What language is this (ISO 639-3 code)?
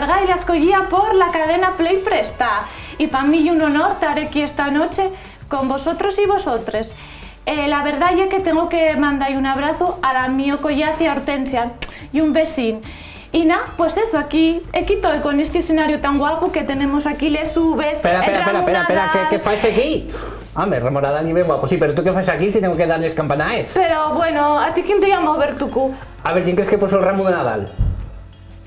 ast